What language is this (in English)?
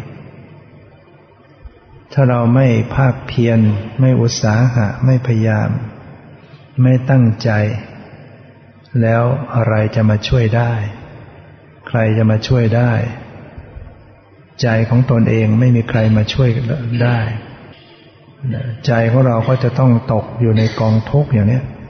Thai